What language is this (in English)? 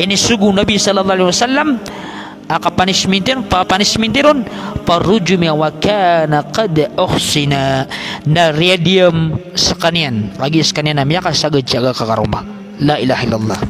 Maranao